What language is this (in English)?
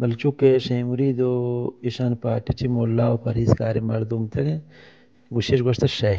Baluchi